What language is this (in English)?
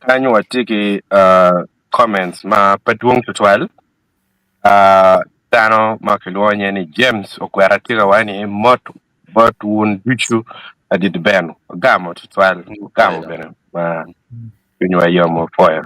Acoli